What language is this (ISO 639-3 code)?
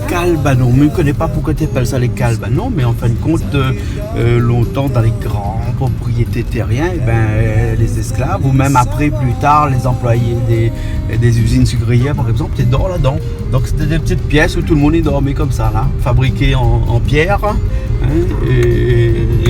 rcf